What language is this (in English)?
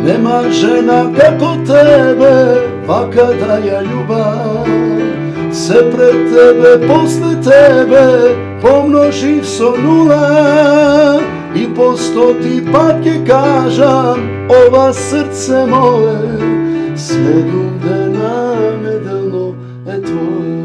Macedonian